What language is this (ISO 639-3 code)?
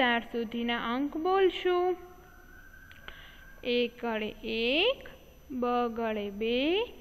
guj